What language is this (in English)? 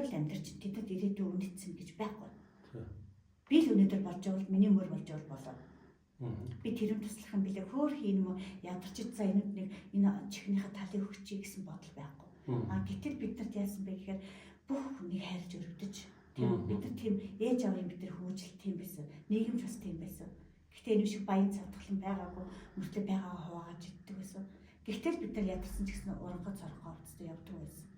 Mongolian